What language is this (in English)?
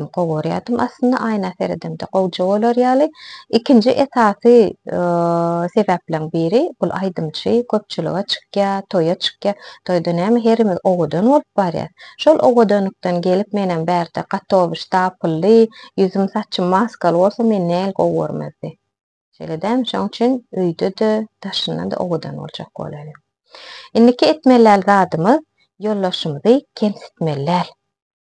Turkmen